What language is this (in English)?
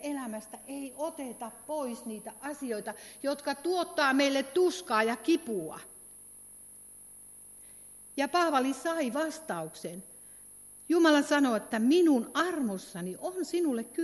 Finnish